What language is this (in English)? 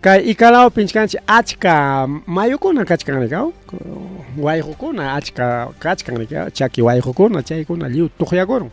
Ayacucho Quechua